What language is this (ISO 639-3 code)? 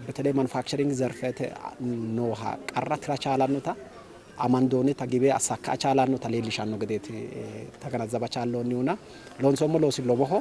sid